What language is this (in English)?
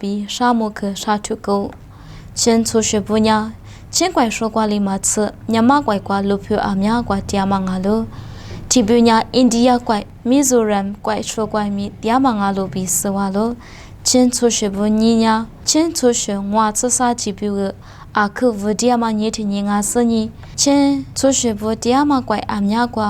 Lisu